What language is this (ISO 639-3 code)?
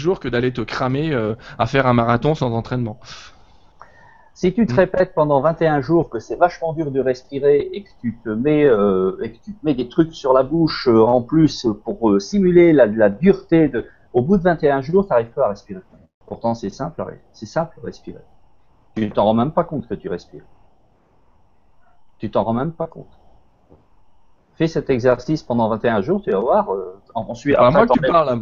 fra